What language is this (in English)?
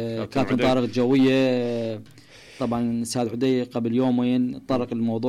Mesopotamian Arabic